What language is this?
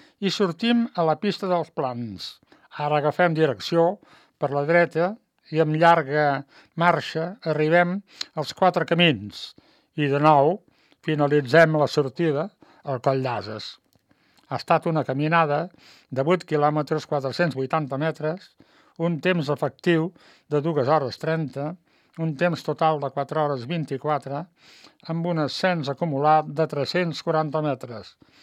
Catalan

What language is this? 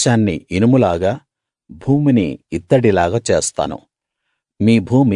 Telugu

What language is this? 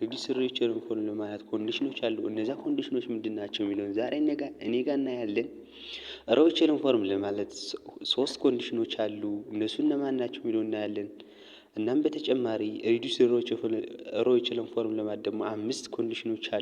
Amharic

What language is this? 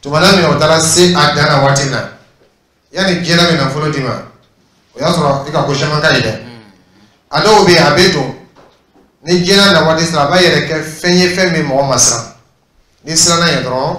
Dyula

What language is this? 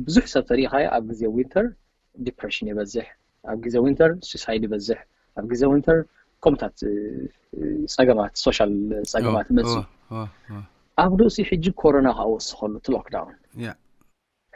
Tigrinya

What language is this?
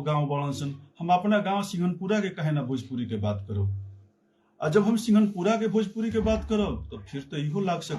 Bhojpuri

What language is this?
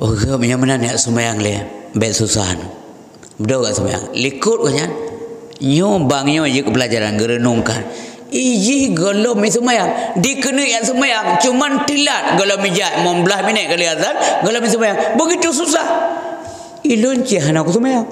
Achinese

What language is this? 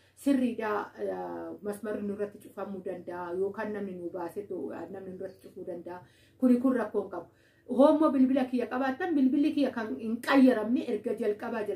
Oromo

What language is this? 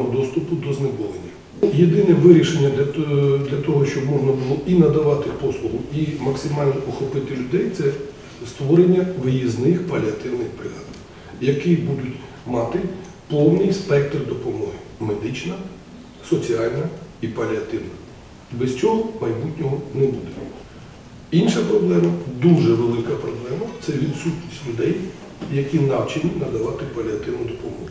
Ukrainian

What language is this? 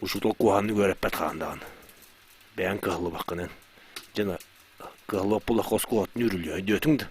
Yakut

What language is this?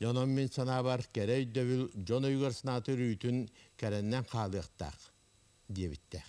Yakut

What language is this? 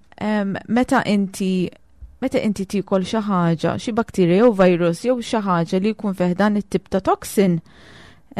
Maltese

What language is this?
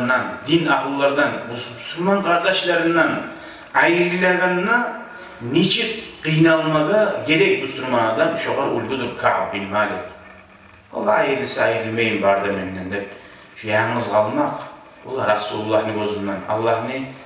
Kumyk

